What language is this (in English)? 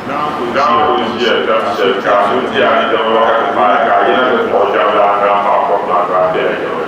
Dagbani